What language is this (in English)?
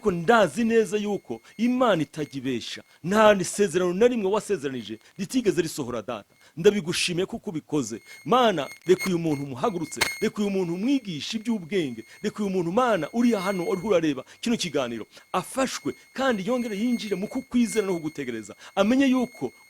Kinyarwanda